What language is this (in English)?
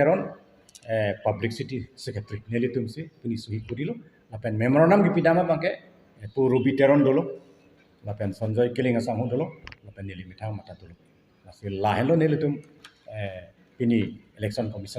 Karbi